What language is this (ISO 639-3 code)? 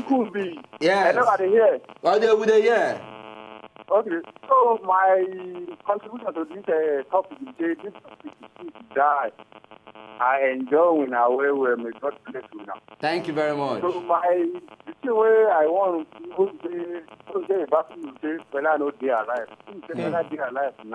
pcm